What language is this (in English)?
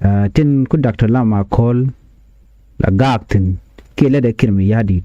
Nuer